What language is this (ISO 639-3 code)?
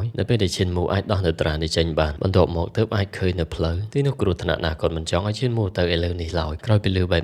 khm